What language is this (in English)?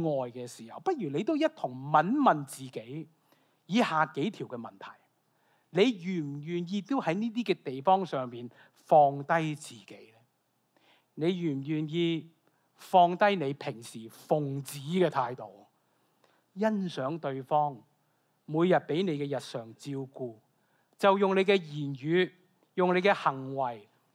Cantonese